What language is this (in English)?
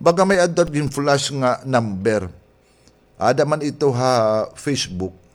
Waray